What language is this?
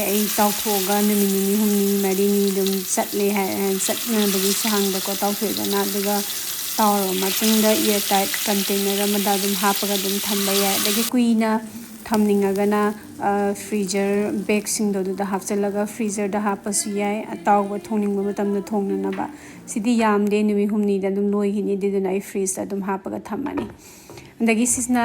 Manipuri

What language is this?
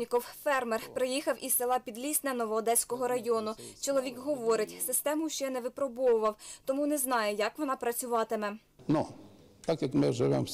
Ukrainian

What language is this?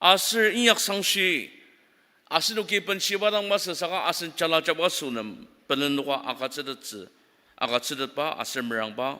Ao Naga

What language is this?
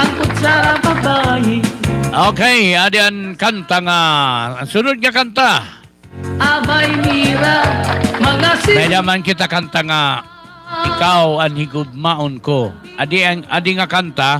Waray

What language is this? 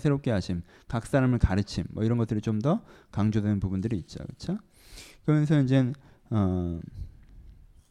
Korean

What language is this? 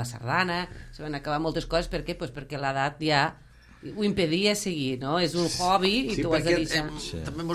Catalan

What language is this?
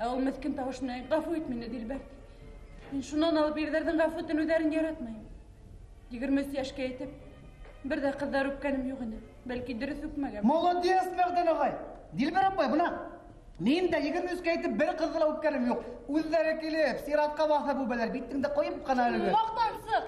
Bashkir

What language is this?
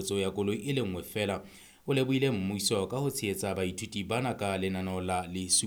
Southern Sotho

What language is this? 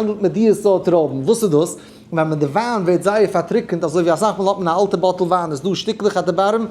Yiddish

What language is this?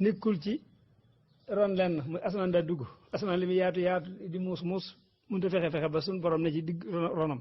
Wolof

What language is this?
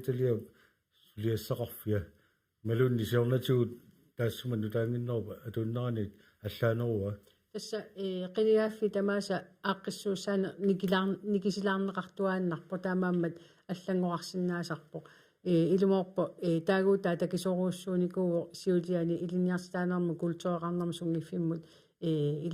Kalaallisut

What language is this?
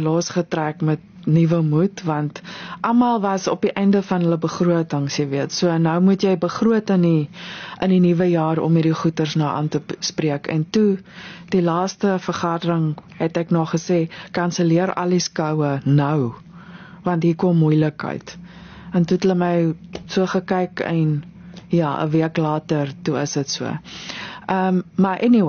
Afrikaans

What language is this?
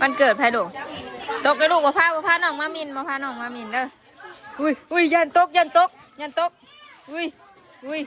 Northeastern Thai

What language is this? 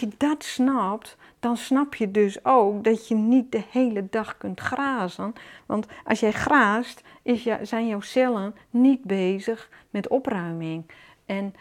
Dutch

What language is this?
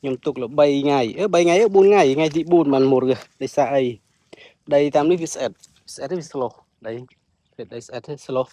Khmer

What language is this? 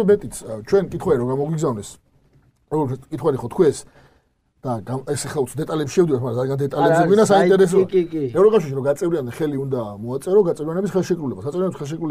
Georgian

